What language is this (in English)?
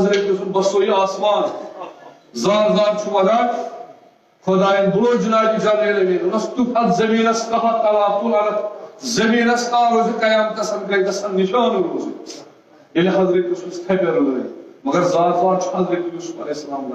Kashmiri